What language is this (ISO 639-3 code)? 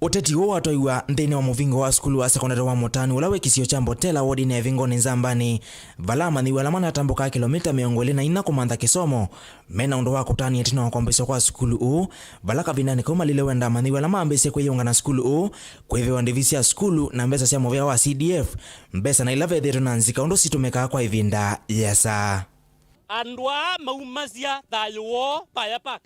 kam